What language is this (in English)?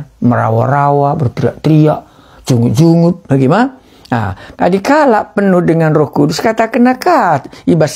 Batak Karo